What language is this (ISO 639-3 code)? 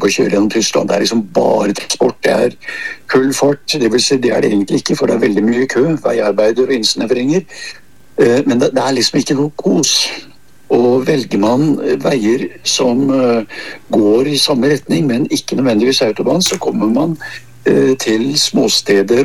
nor